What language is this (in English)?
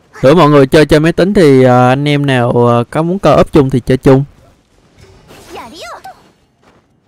Vietnamese